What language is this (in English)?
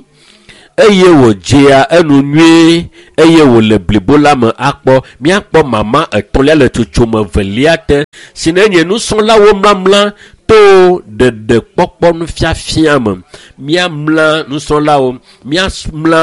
Ewe